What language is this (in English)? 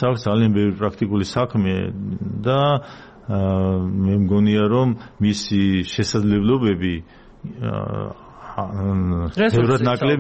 Georgian